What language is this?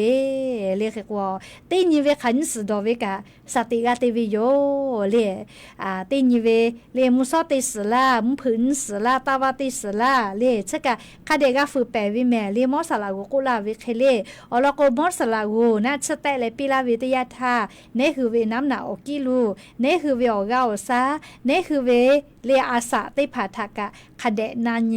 Lahu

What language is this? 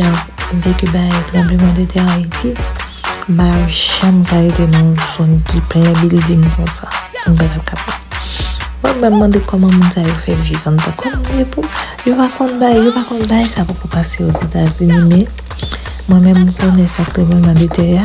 Haitian Creole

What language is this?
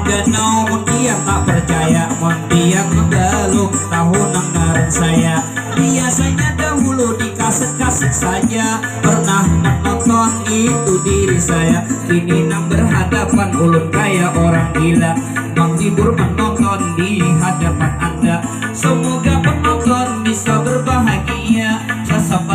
Banjar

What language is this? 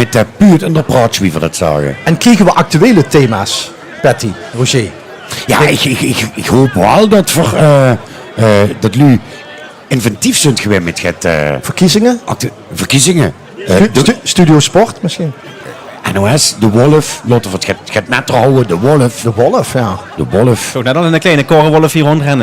Limburgish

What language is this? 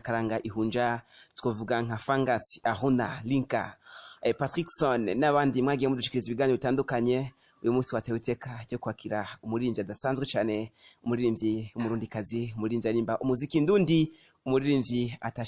Rundi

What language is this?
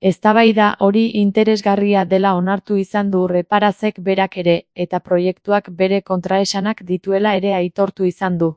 Basque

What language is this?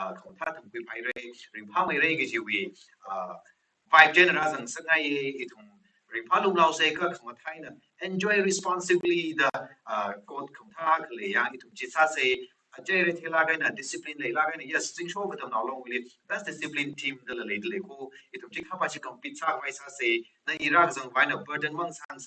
Tangkhul Naga (India)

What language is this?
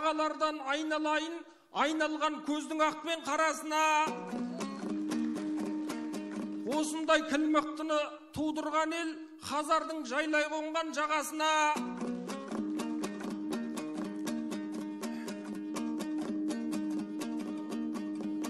Kazakh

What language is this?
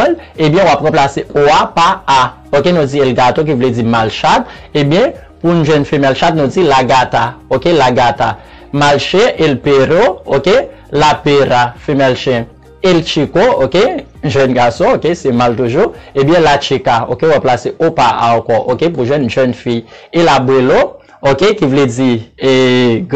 Haitian Creole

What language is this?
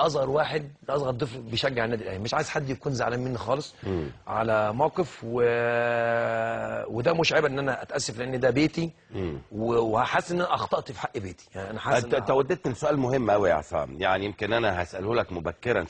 Egyptian Arabic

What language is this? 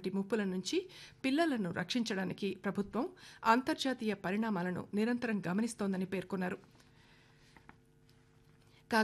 Telugu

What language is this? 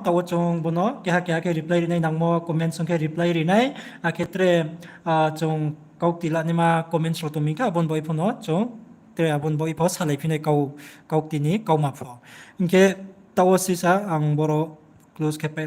Riang (India)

